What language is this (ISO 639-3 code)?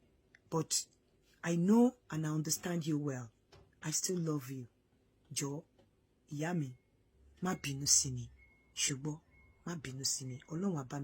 yor